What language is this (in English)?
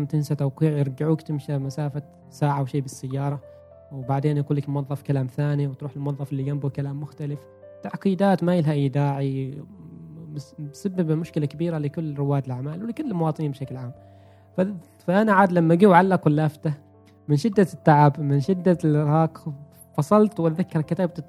Gulf Arabic